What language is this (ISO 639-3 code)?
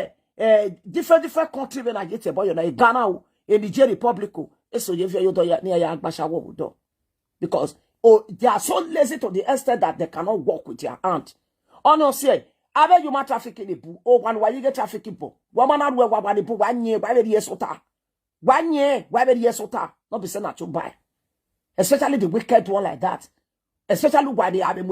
pcm